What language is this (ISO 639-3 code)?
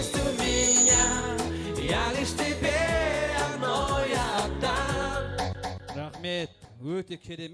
kaa